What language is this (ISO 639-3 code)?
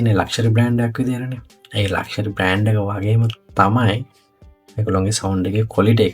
sin